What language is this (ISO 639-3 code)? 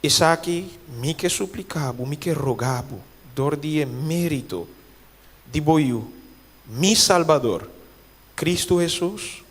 pap